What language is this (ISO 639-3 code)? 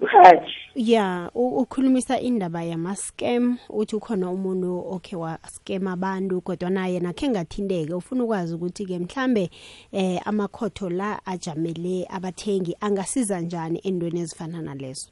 nbl